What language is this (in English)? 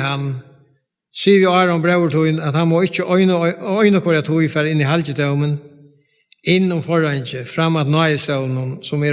Faroese